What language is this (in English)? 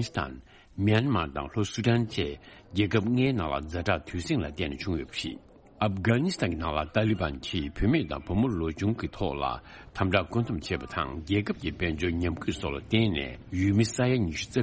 Tibetan